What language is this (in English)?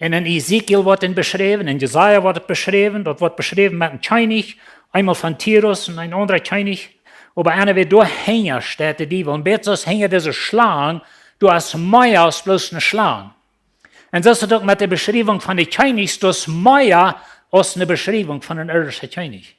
Plautdietsch